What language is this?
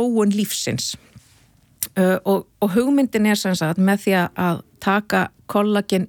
Icelandic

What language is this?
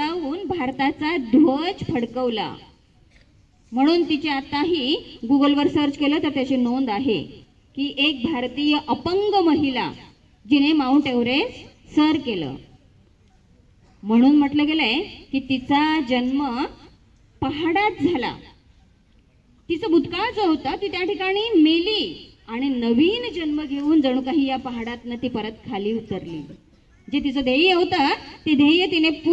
Marathi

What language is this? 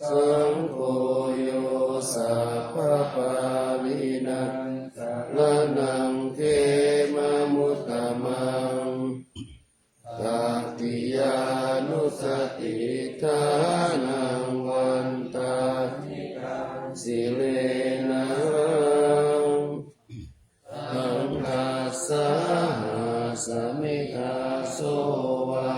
Pali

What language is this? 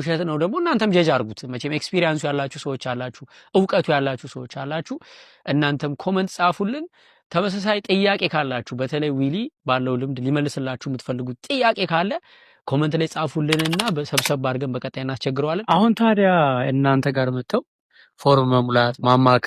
Amharic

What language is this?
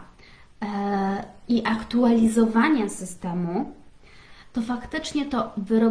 Polish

